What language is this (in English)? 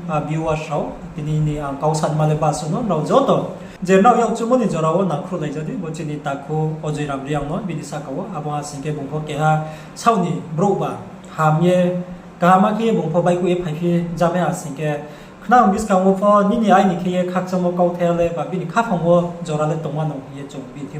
Riang (India)